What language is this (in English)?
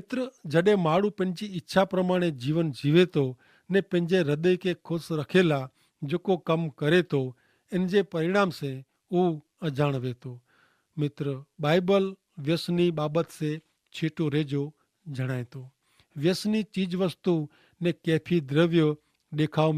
Kachhi